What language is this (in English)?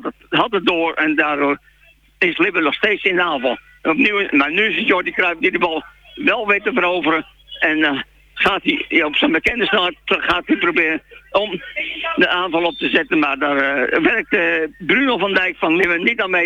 Dutch